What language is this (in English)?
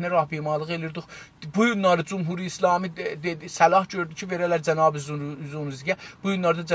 South Azerbaijani